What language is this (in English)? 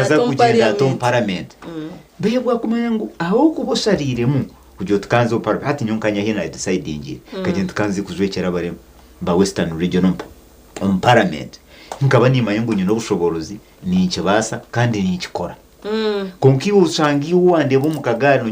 Nyankole